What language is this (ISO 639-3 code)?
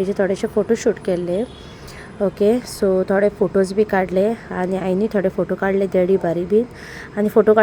kok